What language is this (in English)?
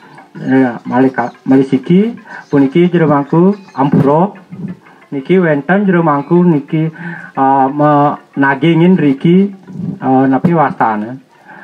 Balinese